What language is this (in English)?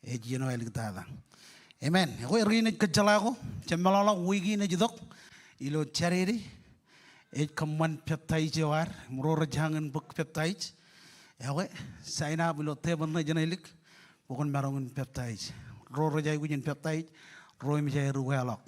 Marshallese